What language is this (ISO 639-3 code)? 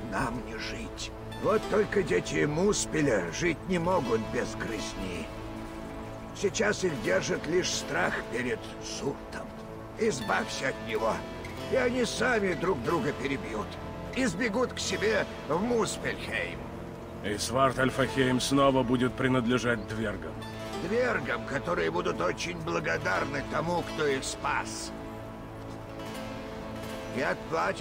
rus